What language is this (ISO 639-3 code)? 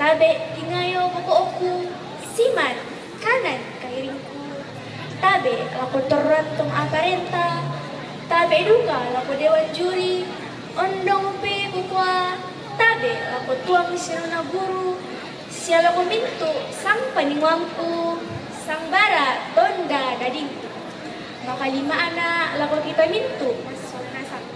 sda